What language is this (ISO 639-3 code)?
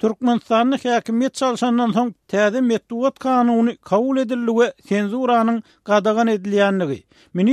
tuk